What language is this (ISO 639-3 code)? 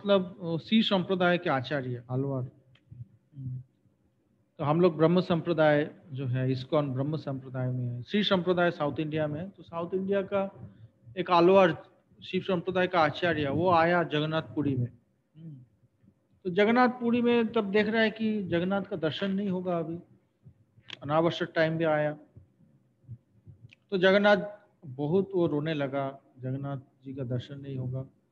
hin